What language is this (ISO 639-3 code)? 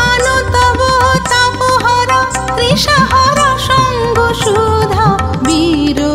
ben